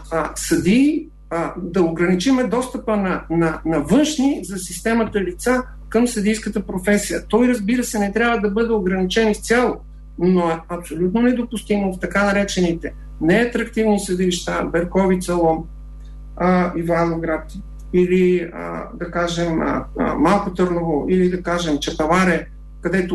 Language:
Bulgarian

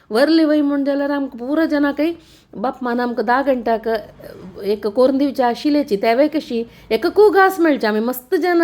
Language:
Konkani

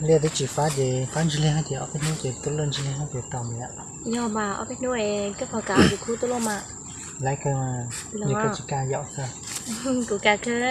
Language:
Hmong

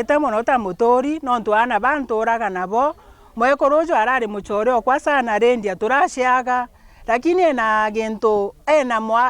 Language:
Meru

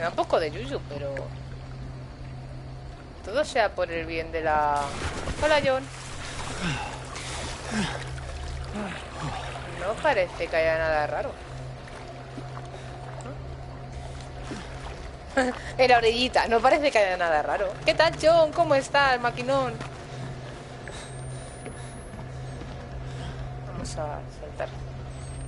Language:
Spanish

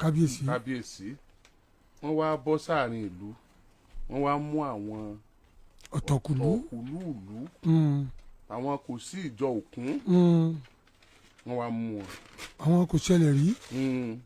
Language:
Yoruba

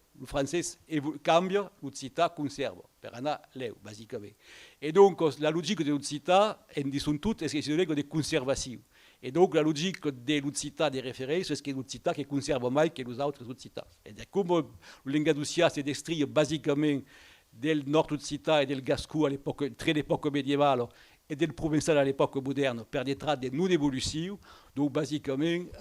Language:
Occitan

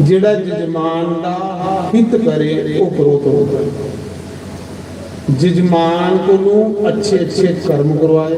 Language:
Dogri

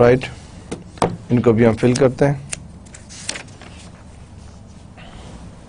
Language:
Urdu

